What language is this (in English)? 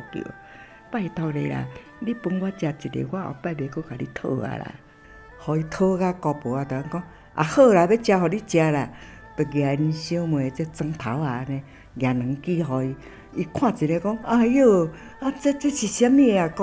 Min Nan Chinese